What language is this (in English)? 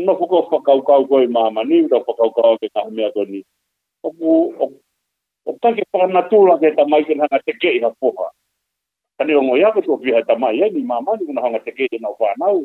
Tongan